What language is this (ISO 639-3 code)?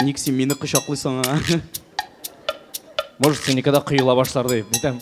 tat